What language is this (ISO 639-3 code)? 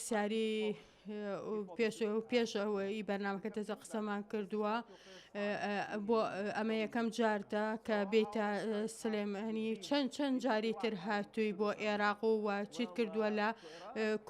ckb